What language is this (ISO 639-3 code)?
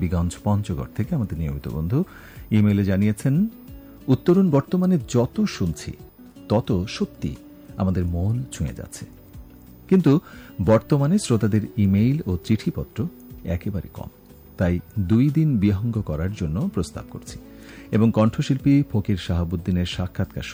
ben